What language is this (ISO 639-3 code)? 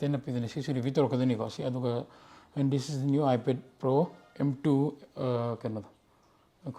mni